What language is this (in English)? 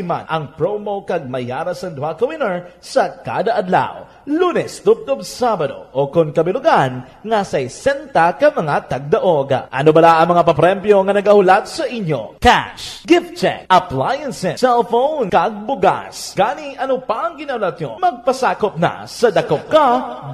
Hiligaynon